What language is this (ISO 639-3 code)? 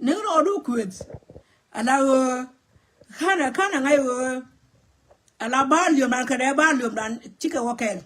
nus